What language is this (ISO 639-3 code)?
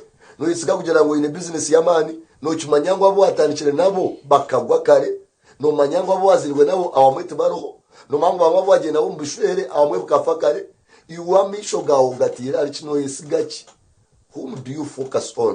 nyn